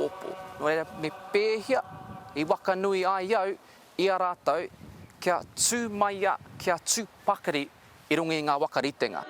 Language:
Māori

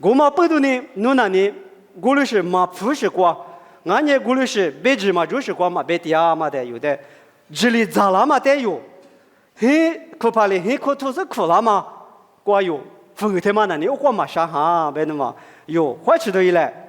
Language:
Lisu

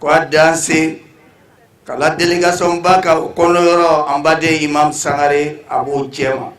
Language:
Bambara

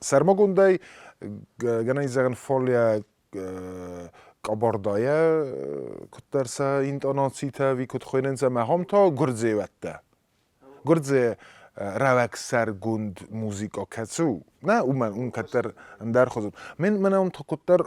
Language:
Ossetic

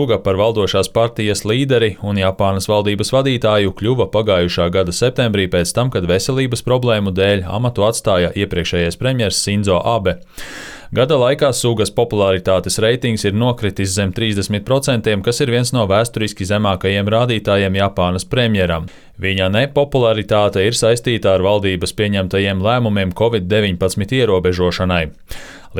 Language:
Latvian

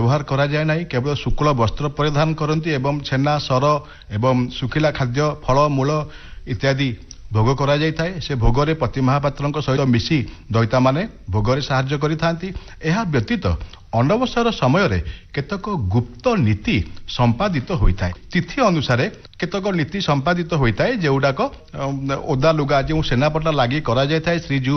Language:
Odia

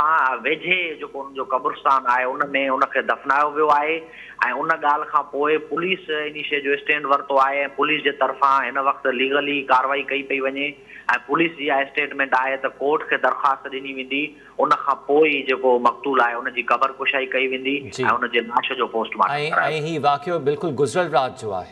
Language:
Sindhi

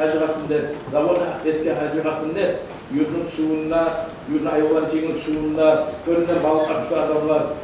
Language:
Kumyk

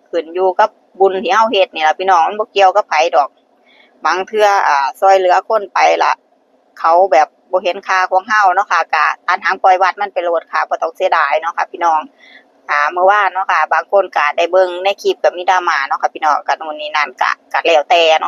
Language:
Northeastern Thai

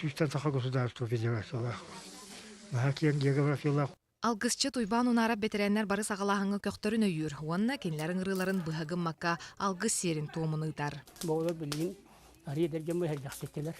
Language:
Yakut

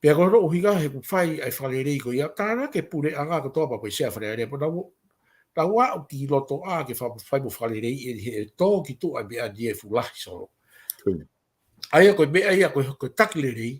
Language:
Tongan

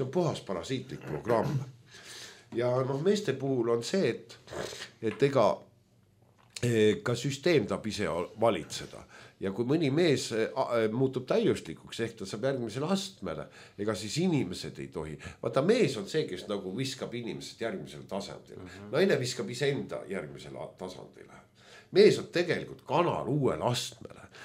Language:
Estonian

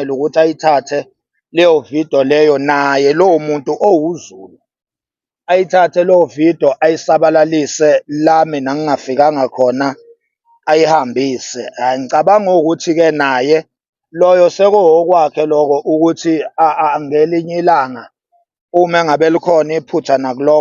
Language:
Zulu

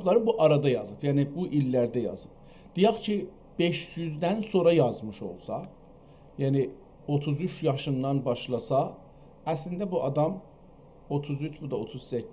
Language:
South Azerbaijani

